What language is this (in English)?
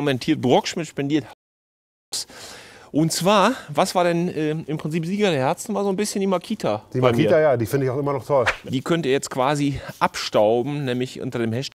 German